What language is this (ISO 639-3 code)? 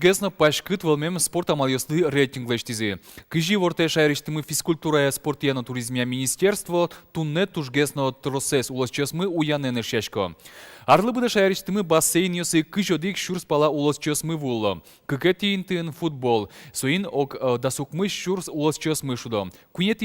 udm